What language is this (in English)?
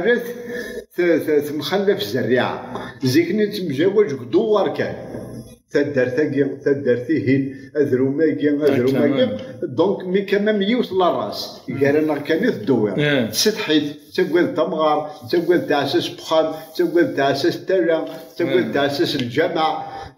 Kabyle